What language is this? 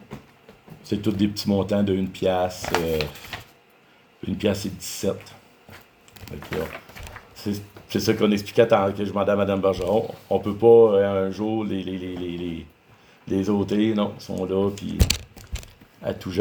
French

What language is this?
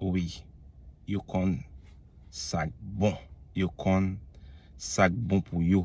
Haitian Creole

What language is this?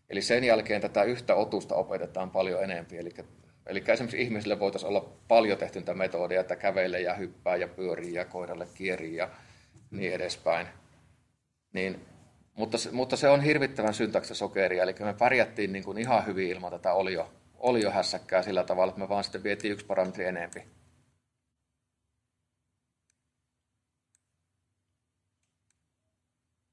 Finnish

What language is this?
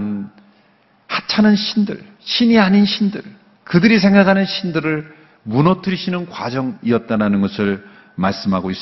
Korean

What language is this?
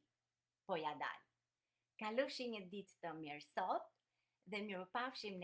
Albanian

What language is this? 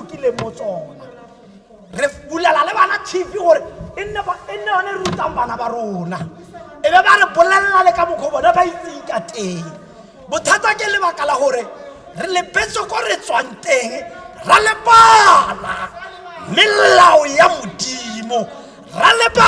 Tswana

